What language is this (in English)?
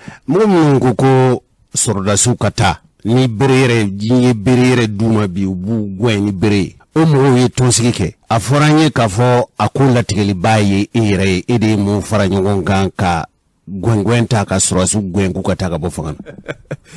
Bambara